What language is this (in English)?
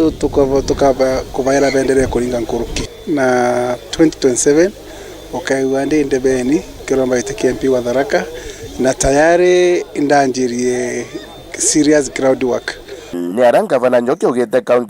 Meru